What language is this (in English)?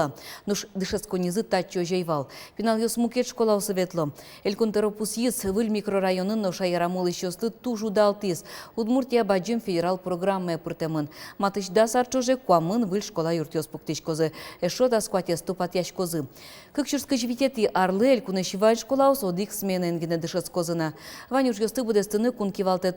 Udmurt